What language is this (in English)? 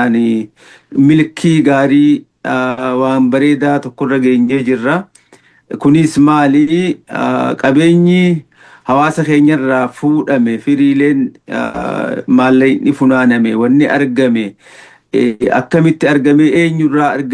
Oromo